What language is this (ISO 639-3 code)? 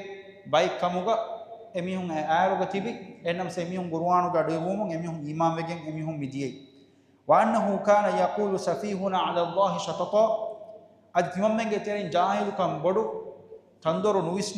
div